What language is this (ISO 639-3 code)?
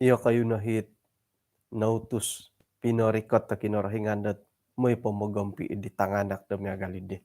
dtp